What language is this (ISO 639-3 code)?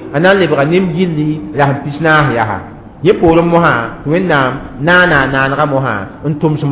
mos